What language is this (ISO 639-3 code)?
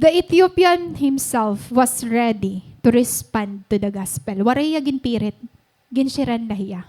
war